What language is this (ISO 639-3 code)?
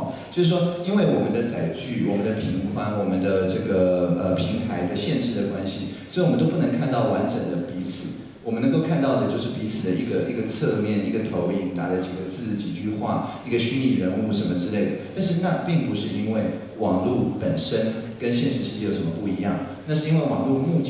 zho